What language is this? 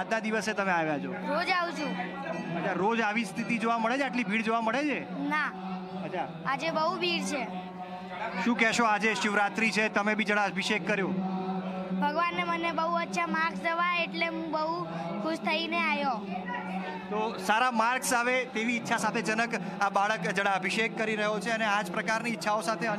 Gujarati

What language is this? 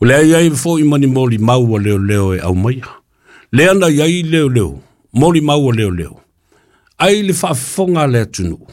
Samoan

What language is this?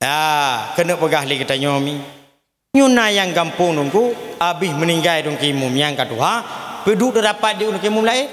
Achinese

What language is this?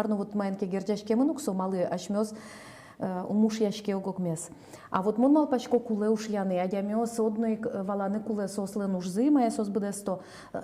Udmurt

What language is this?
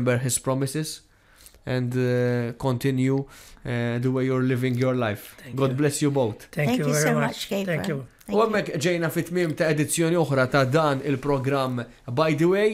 Maltese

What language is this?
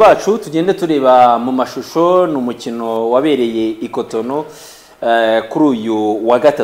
Kinyarwanda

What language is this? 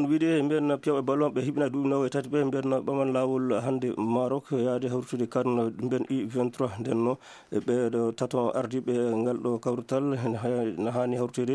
Maasina Fulfulde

